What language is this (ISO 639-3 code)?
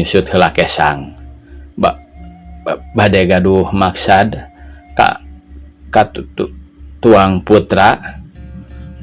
sun